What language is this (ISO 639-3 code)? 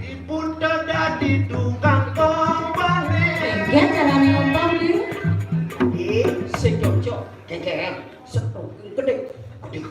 ban